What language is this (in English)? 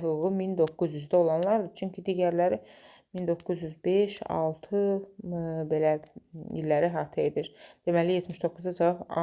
Azerbaijani